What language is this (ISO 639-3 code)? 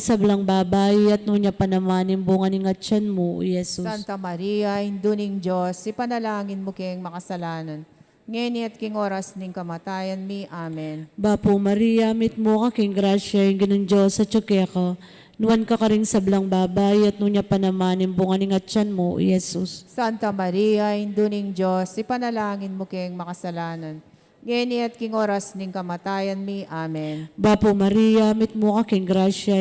pam